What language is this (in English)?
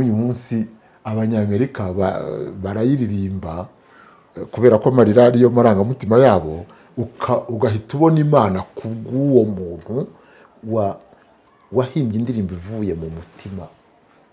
Kinyarwanda